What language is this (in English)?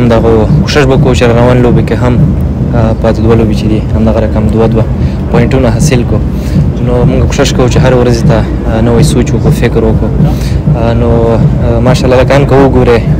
Pashto